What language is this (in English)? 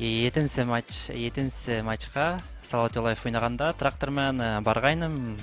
Bashkir